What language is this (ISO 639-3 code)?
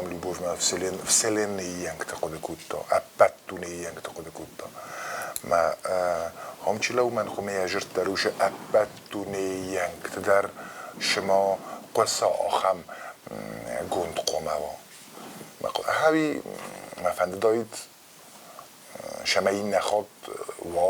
oss